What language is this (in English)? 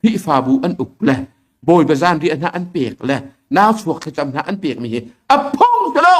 Hakha Chin